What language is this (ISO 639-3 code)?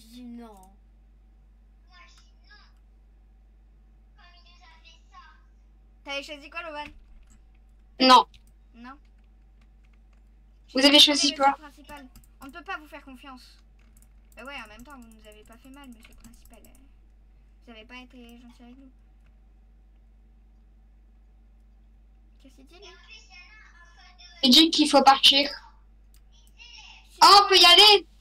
fra